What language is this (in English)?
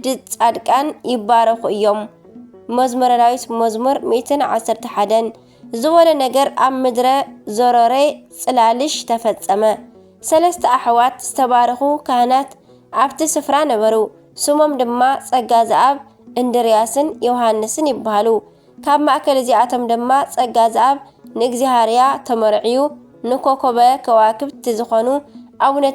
Tigrinya